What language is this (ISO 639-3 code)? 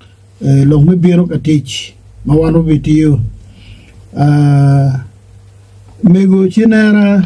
ach